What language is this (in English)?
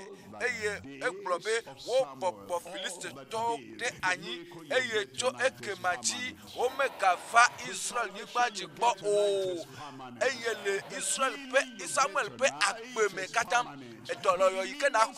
Ewe